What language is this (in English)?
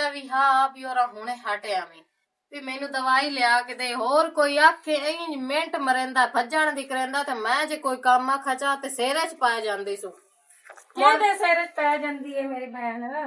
Western Panjabi